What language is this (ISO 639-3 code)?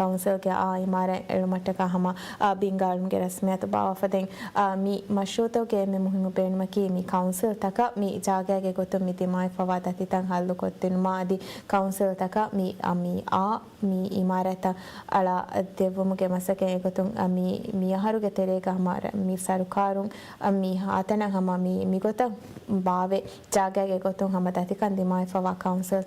div